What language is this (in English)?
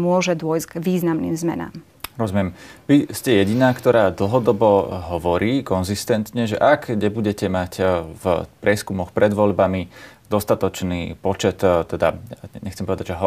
Slovak